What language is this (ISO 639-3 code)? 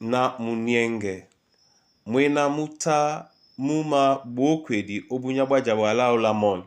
dua